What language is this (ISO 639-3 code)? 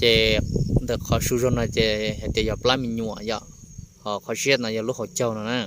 hmn